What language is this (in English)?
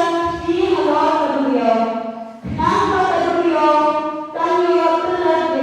Khasi